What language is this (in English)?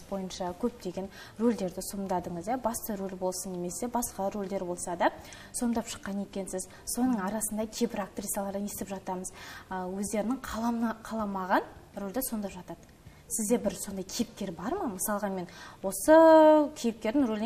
Kazakh